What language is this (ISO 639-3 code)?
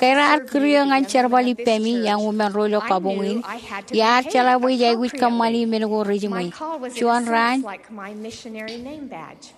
mah